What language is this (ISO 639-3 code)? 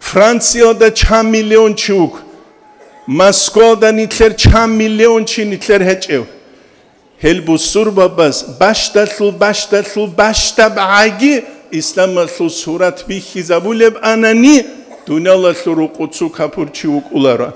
ava